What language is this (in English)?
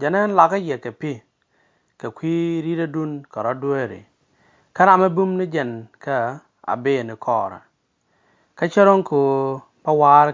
Nuer